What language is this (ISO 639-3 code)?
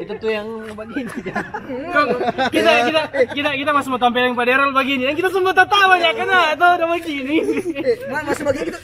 xmm